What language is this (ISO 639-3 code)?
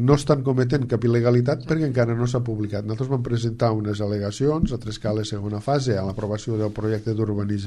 cat